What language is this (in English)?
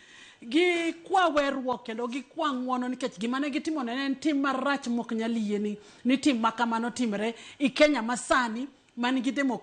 Luo (Kenya and Tanzania)